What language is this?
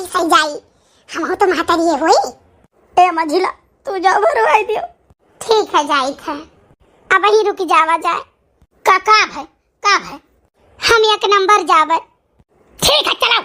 Awadhi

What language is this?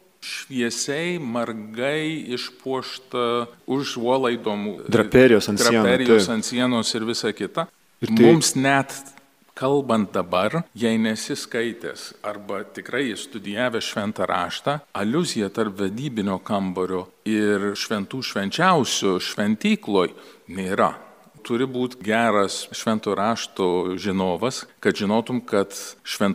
Lithuanian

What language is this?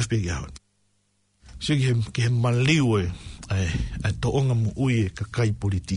Tongan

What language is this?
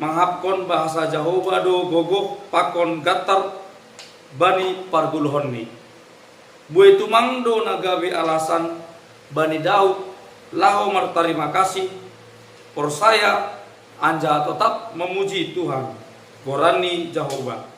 Batak Simalungun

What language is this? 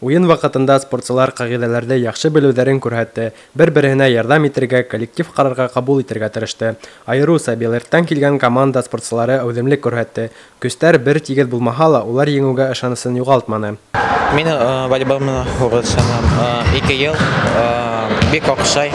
Bashkir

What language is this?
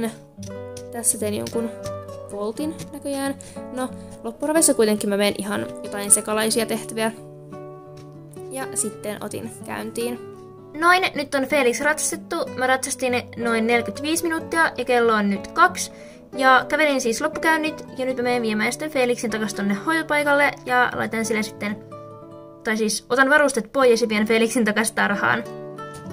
Finnish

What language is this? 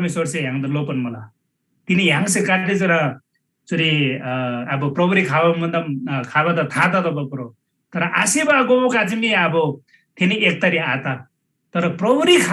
Eastern Tamang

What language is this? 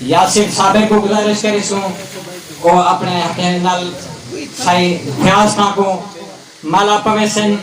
Saraiki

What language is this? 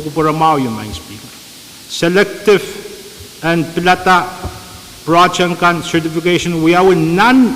Pohnpeian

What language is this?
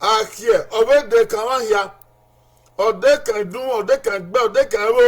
Bini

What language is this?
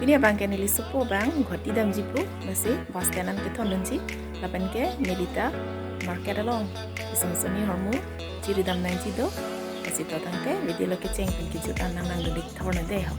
Karbi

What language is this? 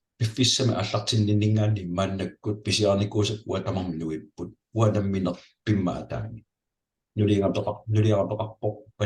Kalaallisut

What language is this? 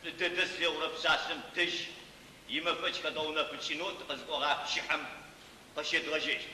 Adyghe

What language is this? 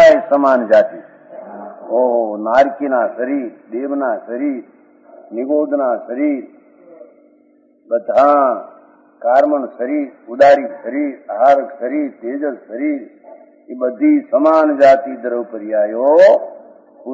Gujarati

